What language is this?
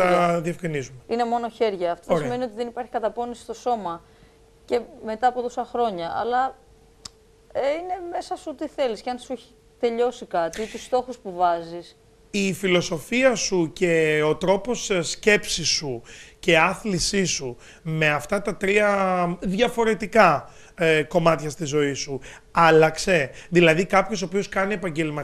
Greek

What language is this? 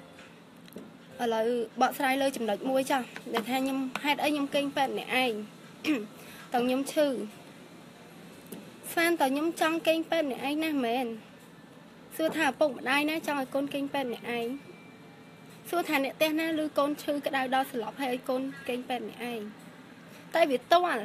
Khmer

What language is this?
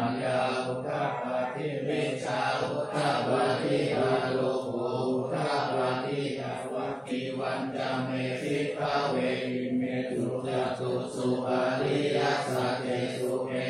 Pali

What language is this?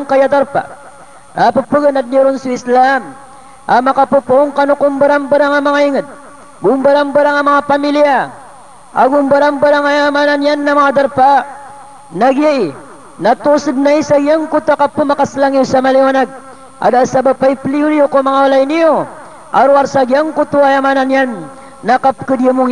Maranao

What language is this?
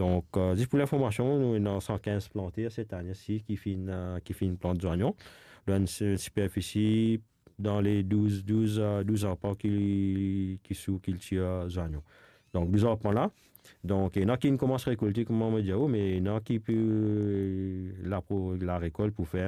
Morisyen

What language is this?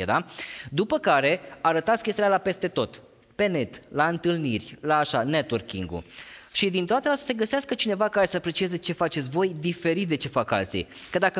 Romanian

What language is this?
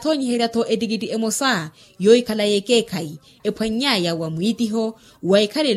Makhuwa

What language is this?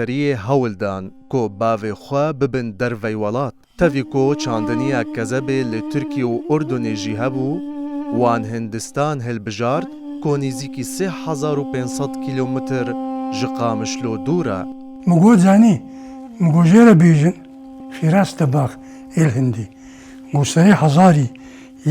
Kurdish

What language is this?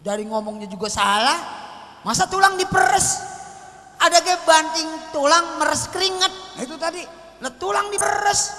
Betawi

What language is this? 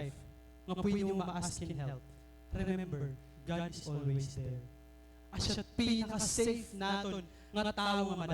Waray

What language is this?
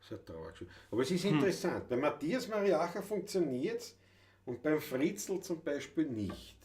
Bavarian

